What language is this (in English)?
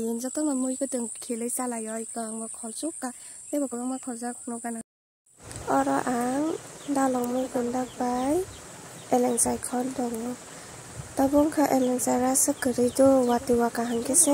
Kok Borok